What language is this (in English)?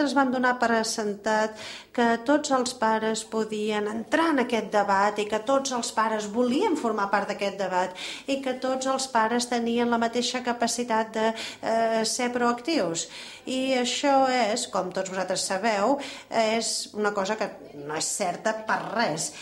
Catalan